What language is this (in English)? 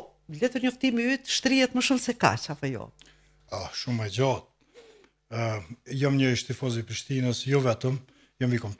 Albanian